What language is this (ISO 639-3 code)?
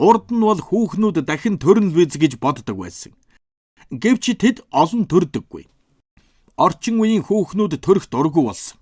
mon